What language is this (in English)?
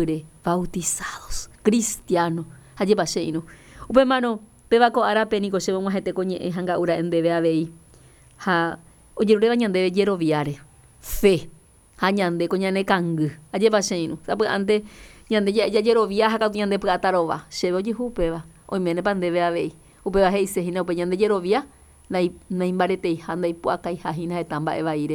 Guarani